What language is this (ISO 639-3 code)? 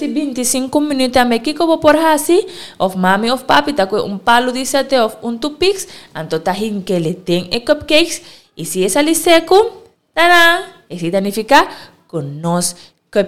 pap